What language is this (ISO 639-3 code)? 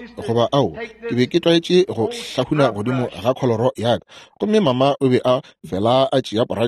nso